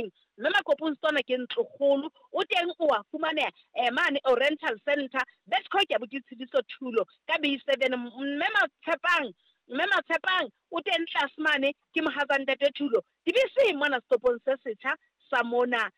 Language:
Southern Sotho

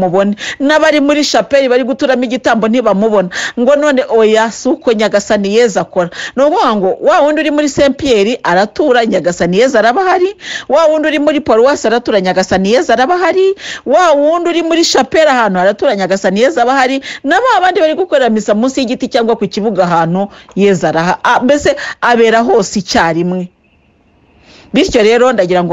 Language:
Kinyarwanda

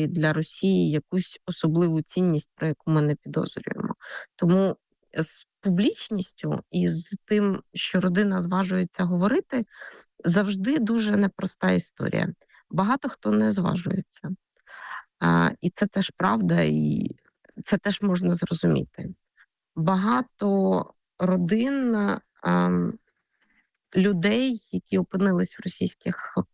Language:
Ukrainian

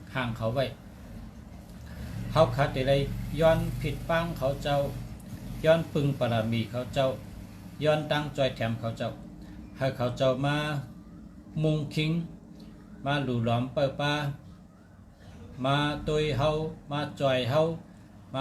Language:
Shan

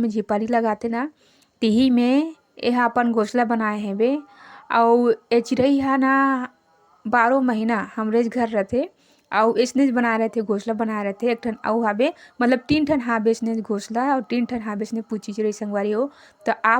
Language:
Chhattisgarhi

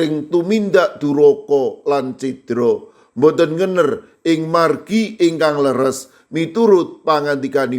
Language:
Javanese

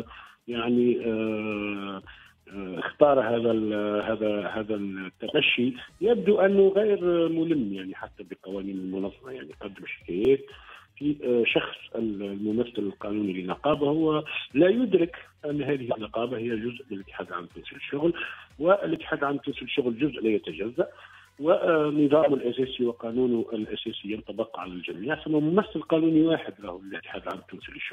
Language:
Tunisian Arabic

